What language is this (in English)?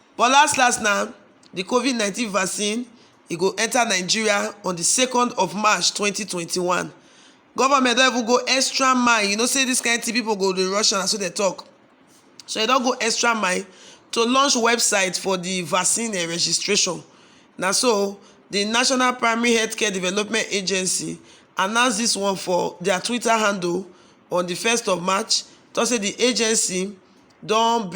Nigerian Pidgin